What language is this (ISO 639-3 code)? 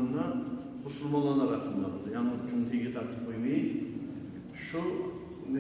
kum